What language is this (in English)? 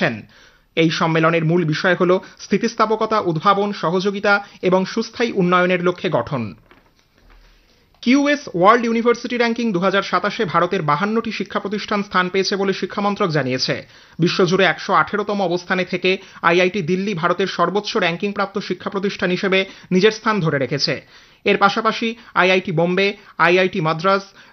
Bangla